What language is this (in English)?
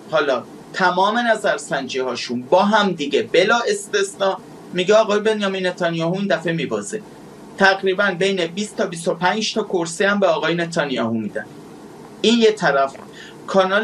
Persian